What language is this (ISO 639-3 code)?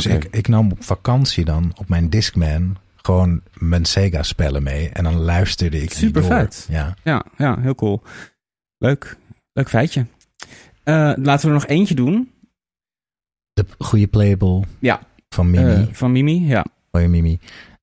nld